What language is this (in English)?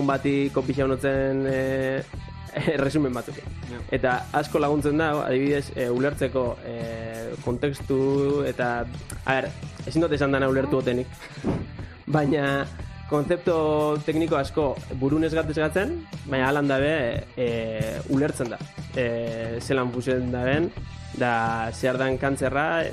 Basque